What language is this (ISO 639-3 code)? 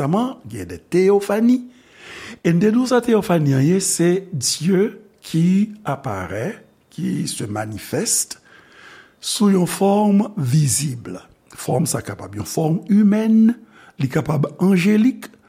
hat